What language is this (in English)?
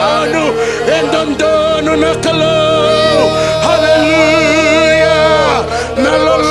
Fijian